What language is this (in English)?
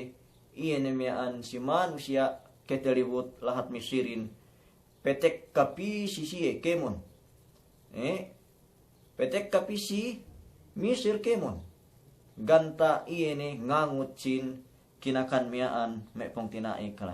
Yakan